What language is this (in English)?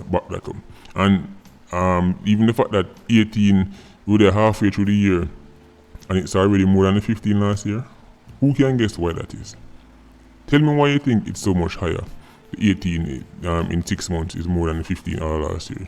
Jamaican Creole English